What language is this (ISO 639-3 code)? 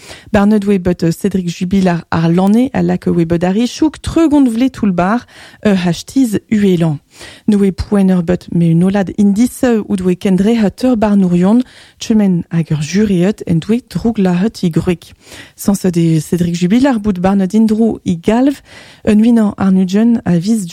bre